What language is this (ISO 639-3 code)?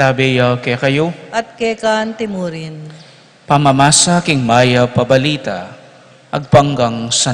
pam